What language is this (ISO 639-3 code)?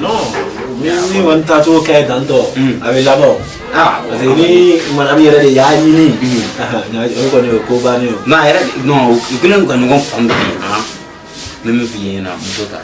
bam